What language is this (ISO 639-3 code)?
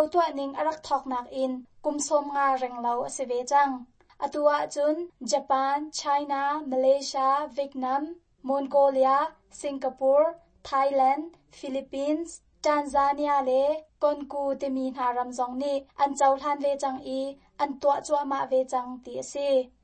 cnh